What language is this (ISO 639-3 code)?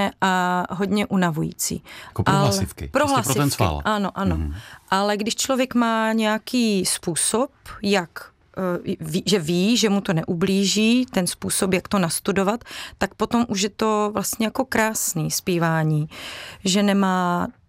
ces